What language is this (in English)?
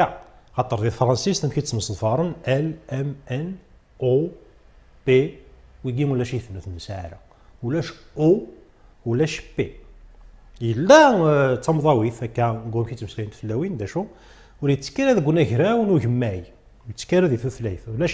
Kabyle